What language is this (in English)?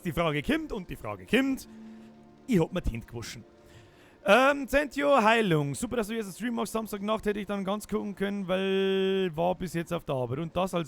Bavarian